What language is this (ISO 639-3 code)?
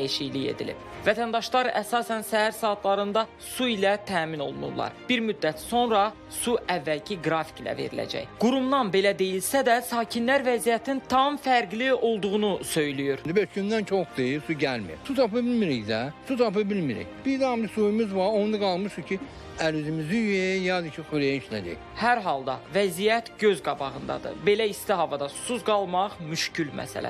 aze